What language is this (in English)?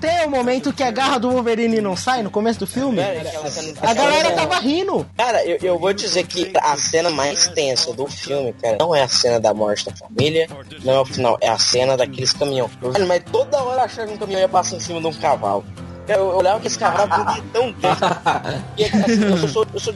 Portuguese